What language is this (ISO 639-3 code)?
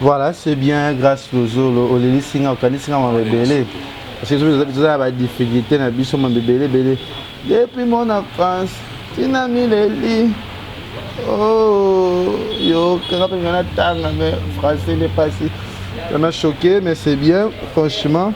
lin